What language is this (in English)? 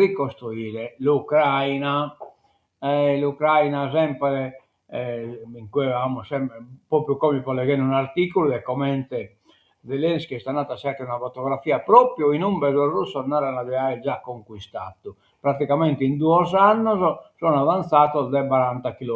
Sardinian